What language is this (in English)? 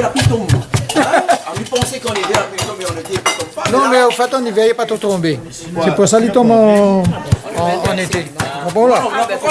Réunion Creole French